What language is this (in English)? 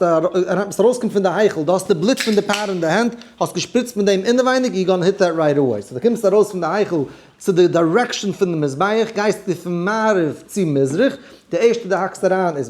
Yiddish